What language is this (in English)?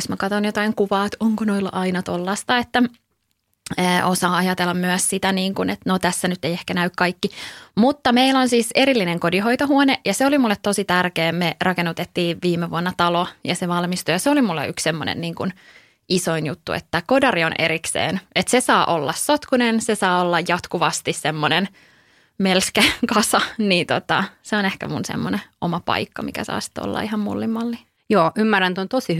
Finnish